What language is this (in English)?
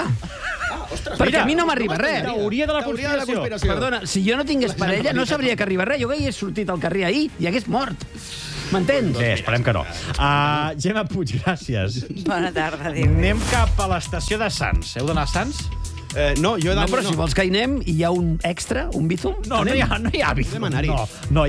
Catalan